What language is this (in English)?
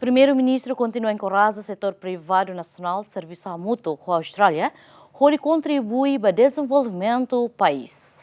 Tetum